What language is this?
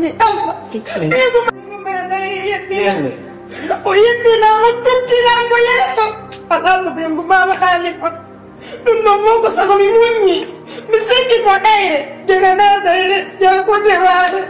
Fula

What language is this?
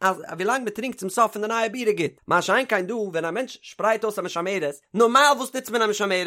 Yiddish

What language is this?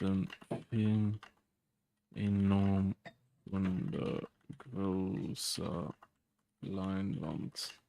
Luxembourgish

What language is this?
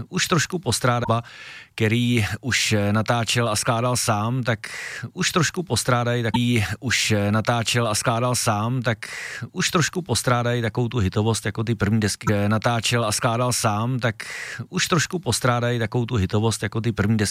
Czech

